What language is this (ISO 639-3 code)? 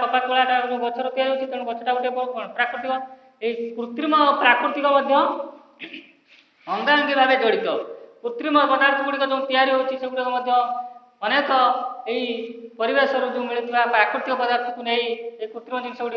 ori